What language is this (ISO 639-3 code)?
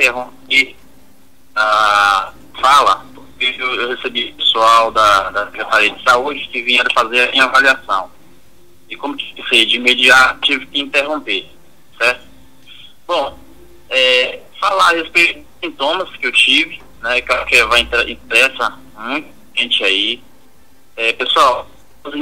por